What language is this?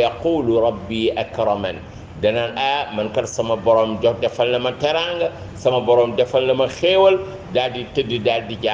Wolof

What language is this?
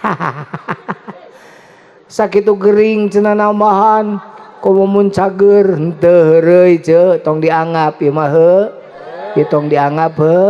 Sundanese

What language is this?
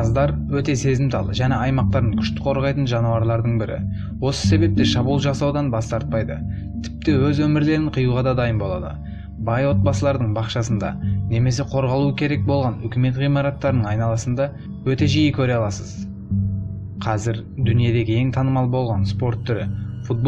Kazakh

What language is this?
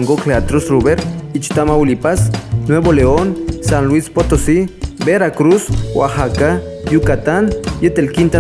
Yucateco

